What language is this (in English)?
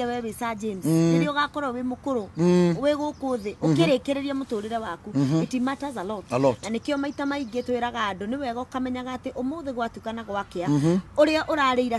Kikuyu